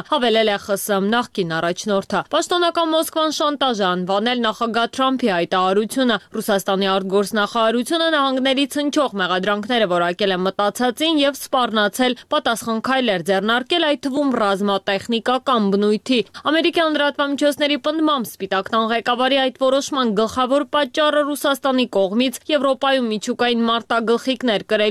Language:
Armenian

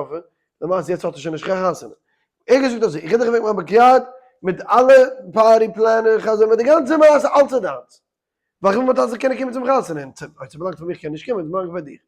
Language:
Yiddish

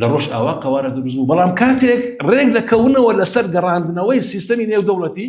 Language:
Central Kurdish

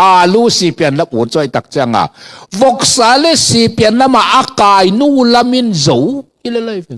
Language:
Tedim Chin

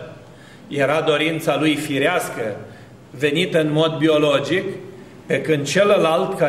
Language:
Romanian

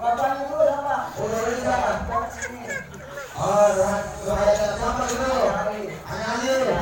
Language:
Betawi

